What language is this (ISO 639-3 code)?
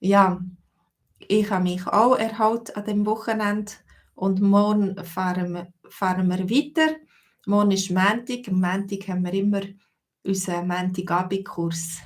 gsw